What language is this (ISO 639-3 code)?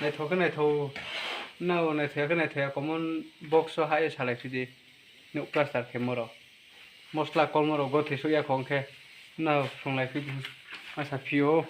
ria